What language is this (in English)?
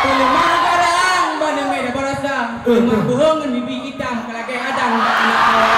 Achinese